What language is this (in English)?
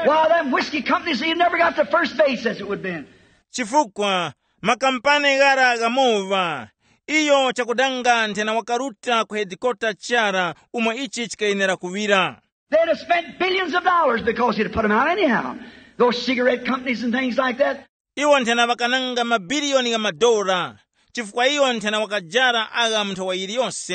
Tumbuka